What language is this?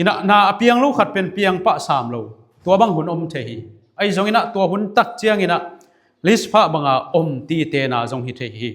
Tedim Chin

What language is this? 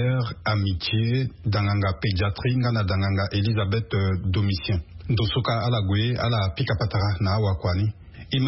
Sango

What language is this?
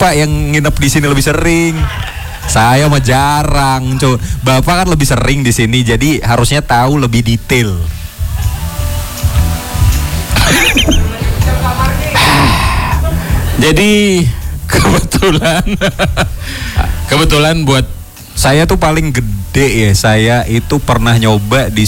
Indonesian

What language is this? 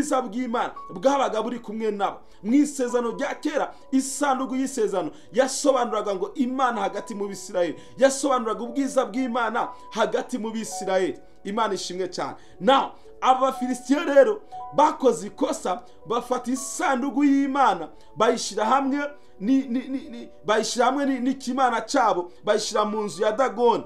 Kinyarwanda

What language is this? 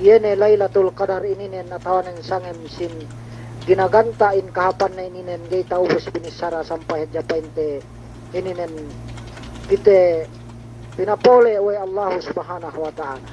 Yakan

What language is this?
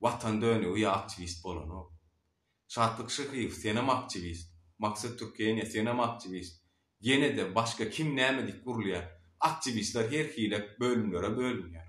Turkmen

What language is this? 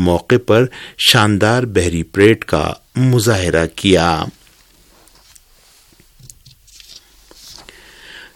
Urdu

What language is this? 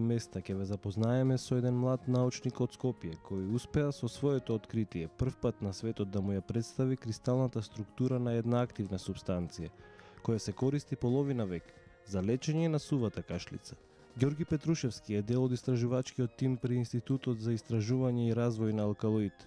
Macedonian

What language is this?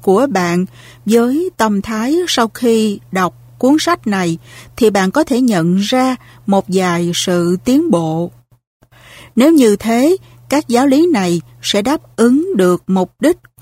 Vietnamese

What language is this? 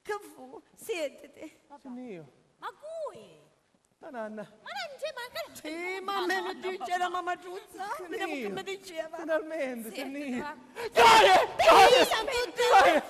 Sicilian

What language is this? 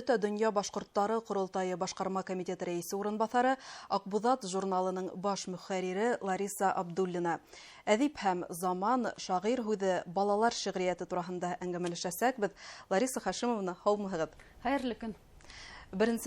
Bashkir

